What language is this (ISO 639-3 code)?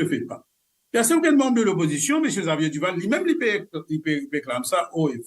mfe